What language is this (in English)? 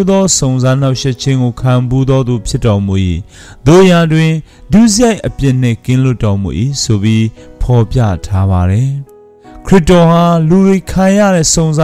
Burmese